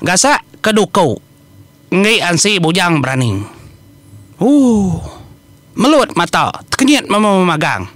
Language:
Iban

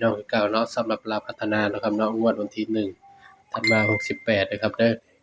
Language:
Northeastern Thai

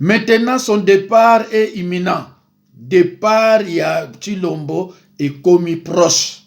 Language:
Lingala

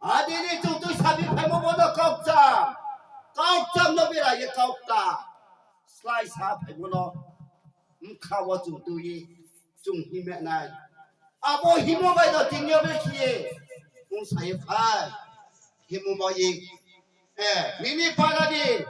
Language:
Riang (India)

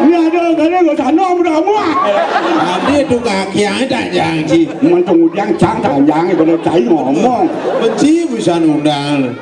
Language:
Balinese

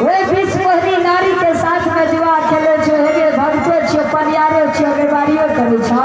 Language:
Maithili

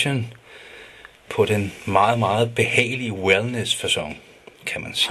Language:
Danish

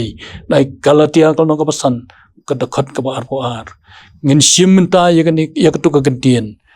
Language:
Khasi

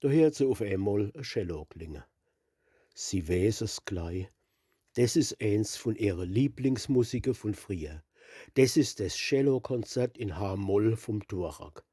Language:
Palatine German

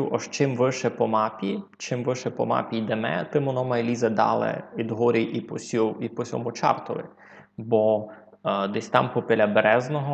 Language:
Rusyn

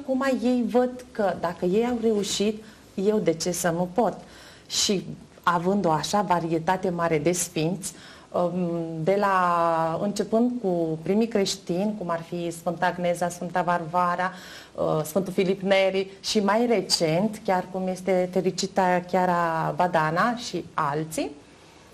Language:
Romanian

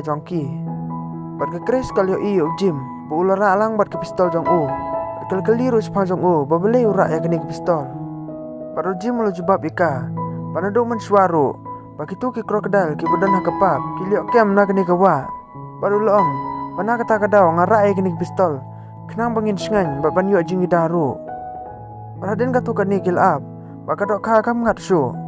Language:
Khasi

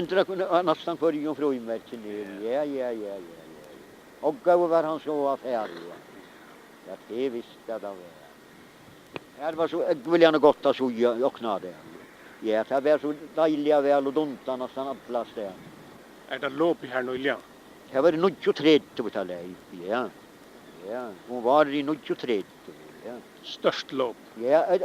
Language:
Faroese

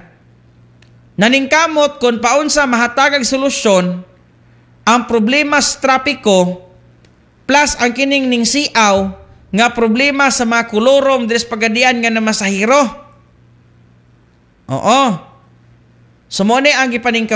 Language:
Cebuano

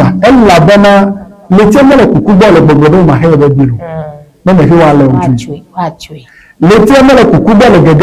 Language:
Ewe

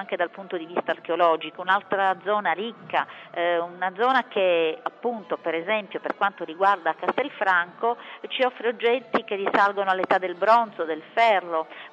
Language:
Italian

